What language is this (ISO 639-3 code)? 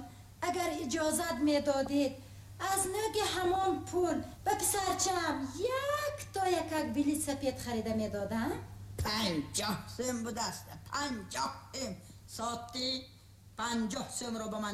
tgk